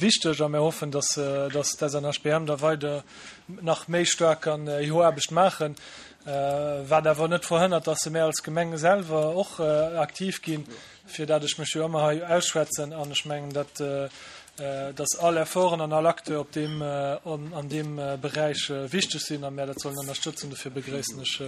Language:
Luxembourgish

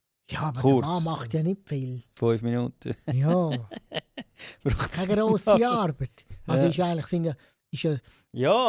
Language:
Swiss German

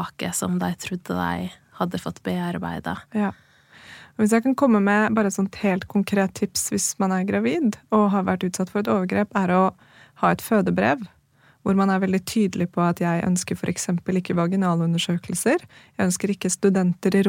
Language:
Norwegian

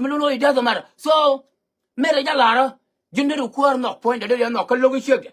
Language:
Nuer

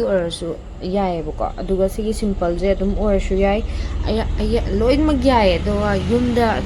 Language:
Manipuri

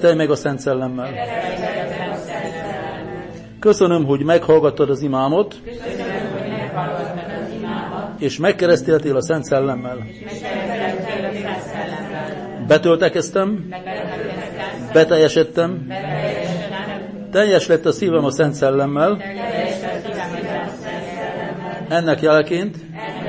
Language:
Hungarian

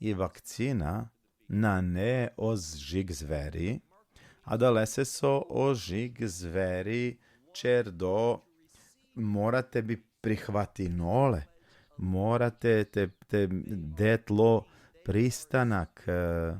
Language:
Balkan Romani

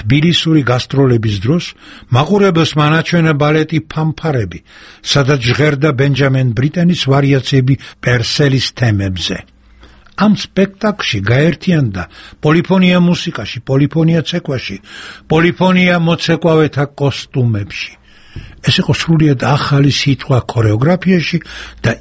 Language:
Georgian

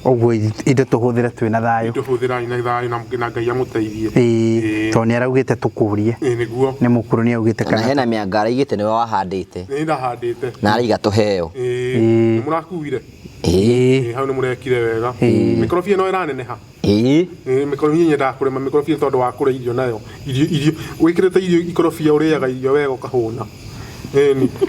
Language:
Kikuyu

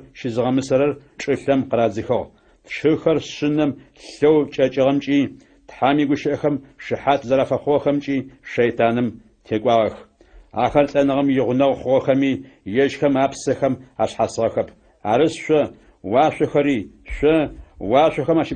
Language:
Adyghe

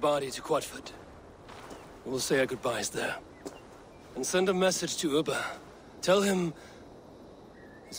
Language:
English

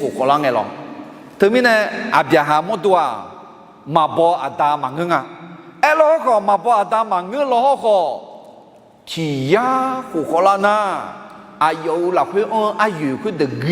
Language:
Akha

